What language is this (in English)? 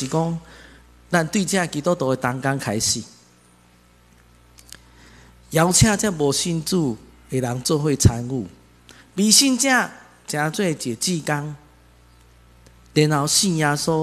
Min Nan Chinese